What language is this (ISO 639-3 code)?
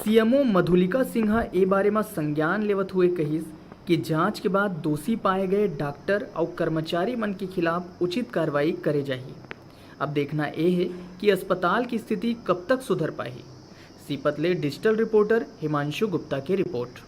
hne